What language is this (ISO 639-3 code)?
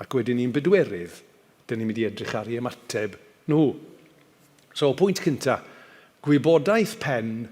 cym